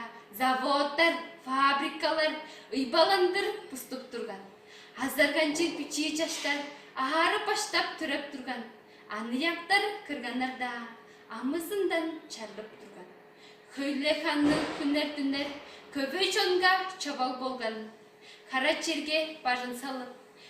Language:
Tuvinian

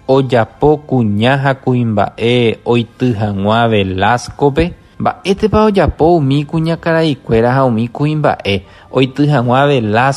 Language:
Guarani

